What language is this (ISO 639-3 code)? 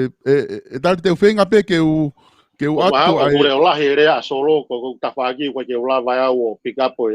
ton